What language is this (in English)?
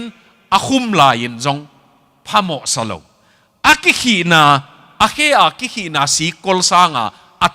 Tedim Chin